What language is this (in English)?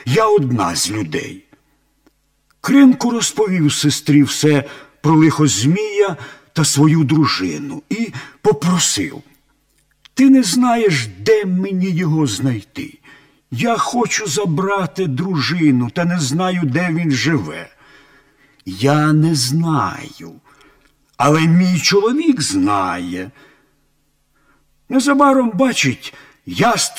Ukrainian